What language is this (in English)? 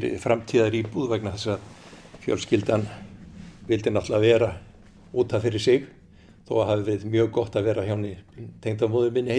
Icelandic